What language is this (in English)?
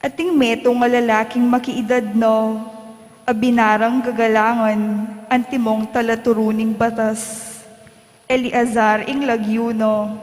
Pampanga